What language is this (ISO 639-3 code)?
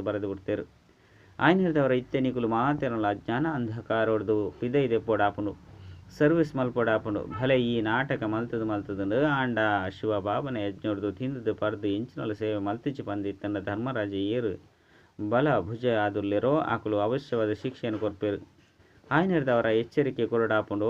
tcy